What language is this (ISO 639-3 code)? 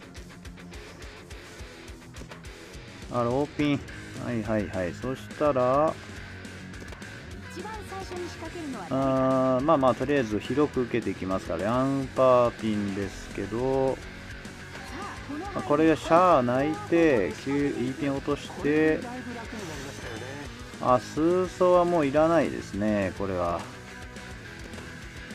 jpn